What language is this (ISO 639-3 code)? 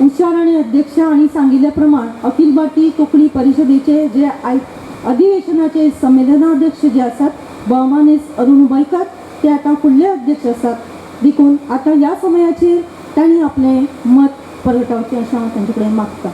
kok